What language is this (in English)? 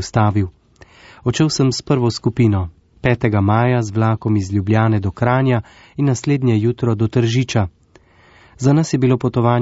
Slovenian